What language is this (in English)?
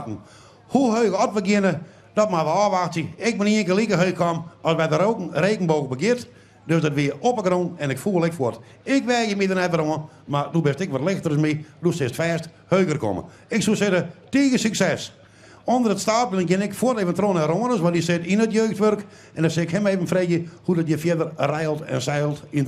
Western Frisian